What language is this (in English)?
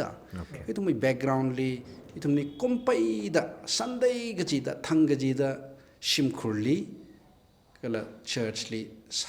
Tangkhul Naga (India)